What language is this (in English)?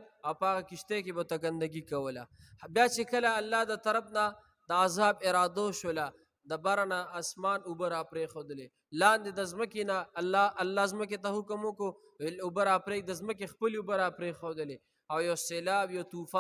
Pashto